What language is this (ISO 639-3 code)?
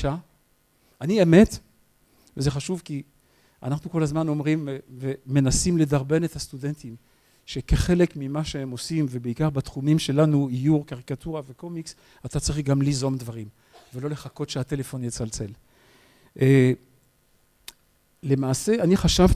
heb